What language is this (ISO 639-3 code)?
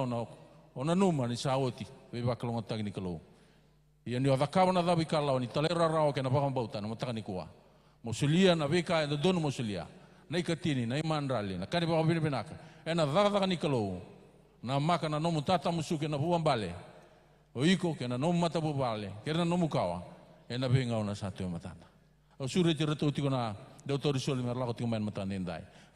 fij